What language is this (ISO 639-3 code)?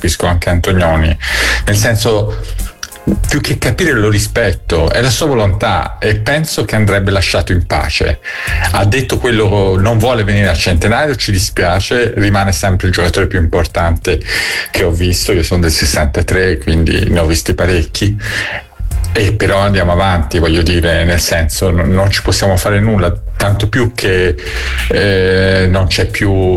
ita